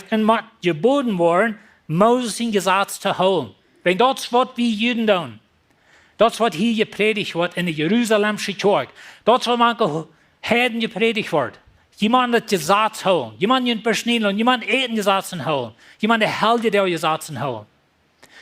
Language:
Plautdietsch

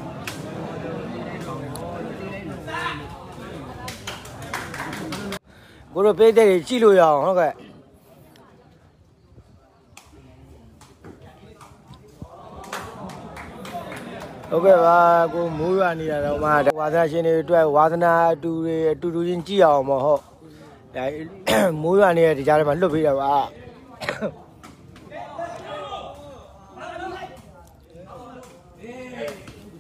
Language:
Burmese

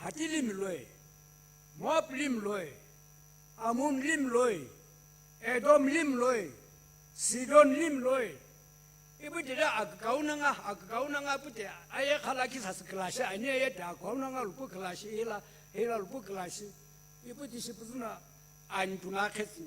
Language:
Sumi Naga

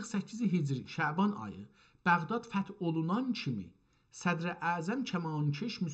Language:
South Azerbaijani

